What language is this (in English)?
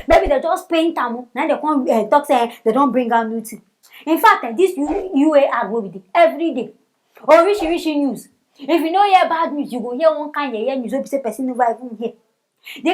Nigerian Pidgin